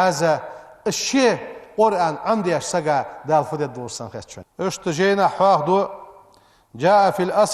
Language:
Ingush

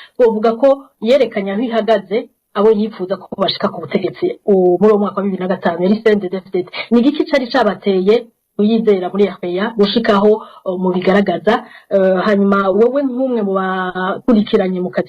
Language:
Rundi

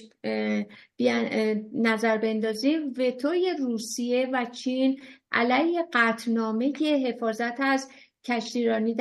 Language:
Persian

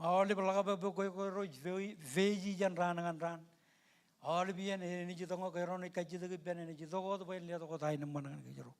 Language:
Marshallese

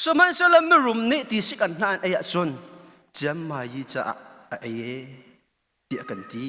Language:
Hakha Chin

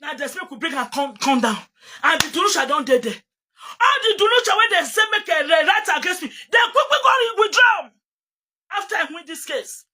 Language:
Nigerian Pidgin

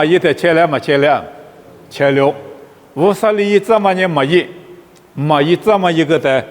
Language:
Lisu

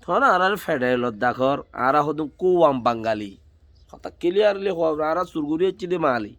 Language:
Rohingya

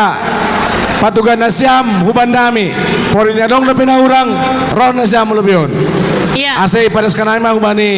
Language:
Batak Simalungun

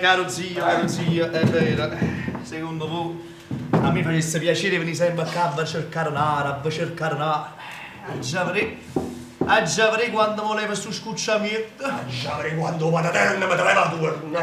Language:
Neapolitan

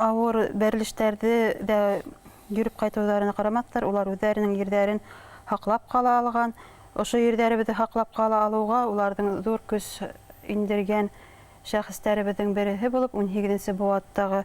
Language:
Bashkir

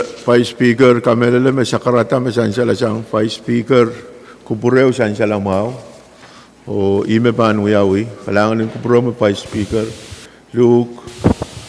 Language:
Pohnpeian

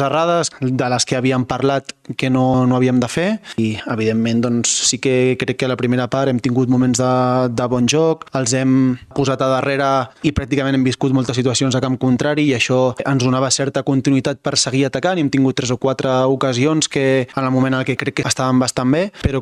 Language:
Catalan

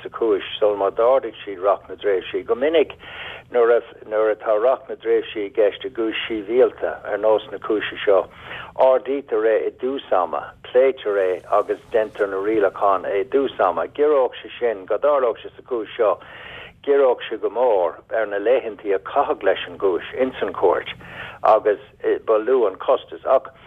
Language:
Irish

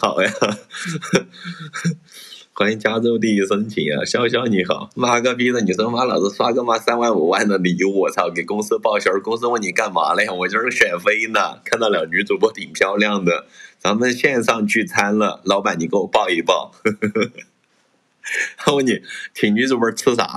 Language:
Chinese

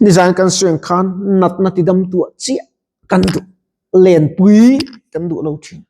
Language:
Mizo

